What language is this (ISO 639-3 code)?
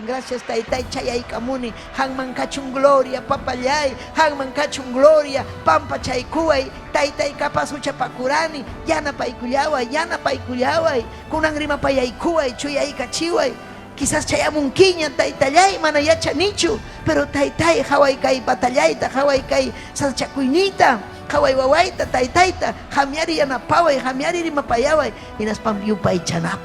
quy